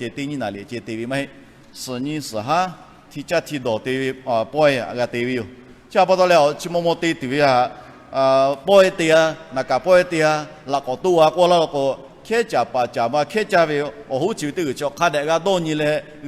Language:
Lahu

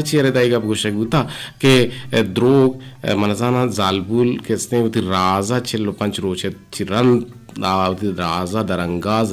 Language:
Eastern Balochi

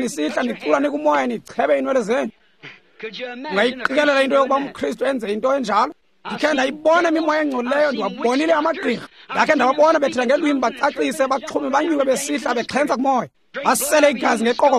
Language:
Xhosa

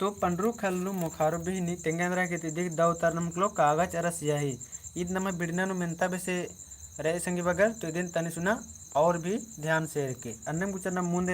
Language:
Kurukh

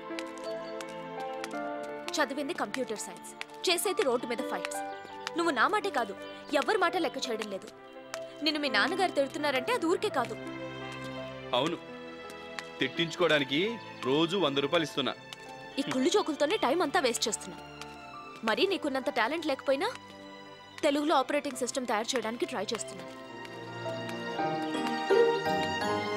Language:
Telugu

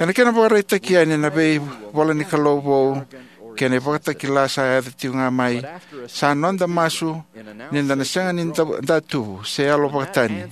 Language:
Fijian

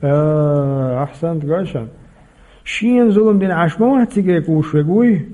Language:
Chechen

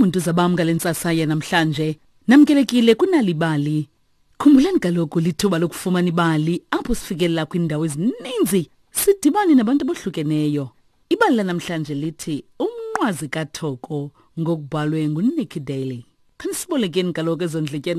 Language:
Xhosa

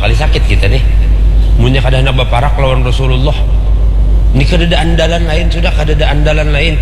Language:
Banjar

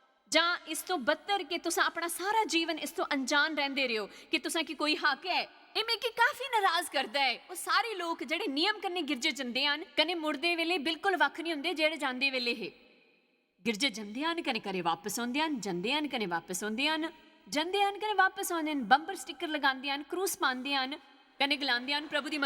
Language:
Dogri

